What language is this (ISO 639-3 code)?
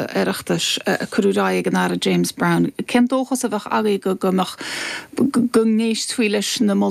gle